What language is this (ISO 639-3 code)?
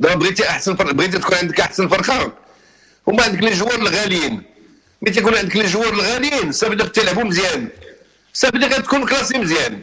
ary